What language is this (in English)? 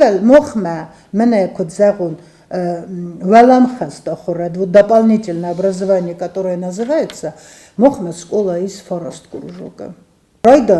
Ossetic